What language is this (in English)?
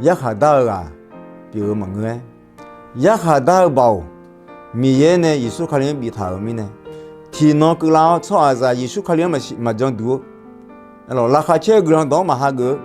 Akha